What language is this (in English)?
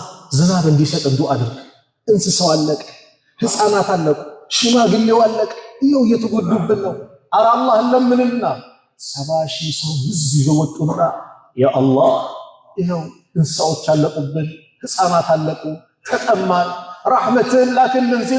Amharic